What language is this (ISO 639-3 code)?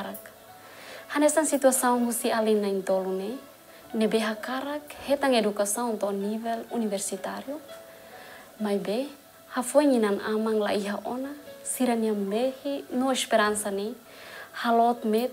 tet